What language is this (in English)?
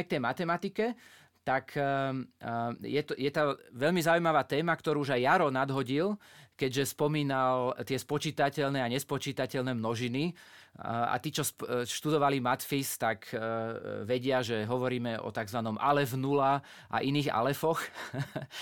Slovak